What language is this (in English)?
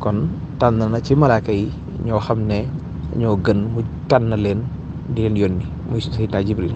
Wolof